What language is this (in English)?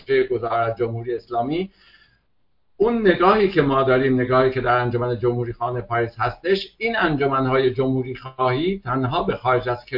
Persian